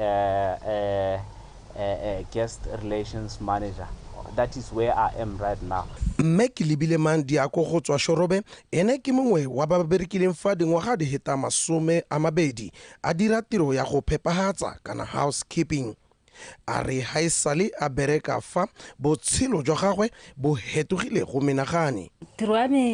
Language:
Tswana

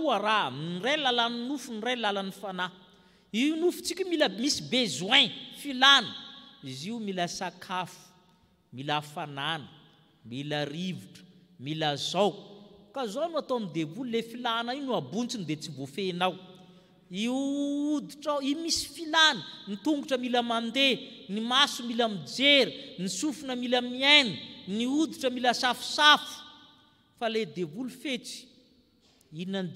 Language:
Malagasy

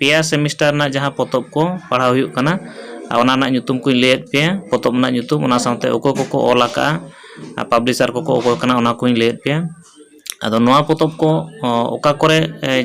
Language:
Santali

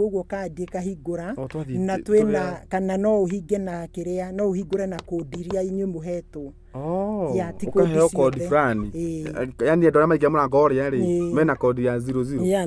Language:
Kikuyu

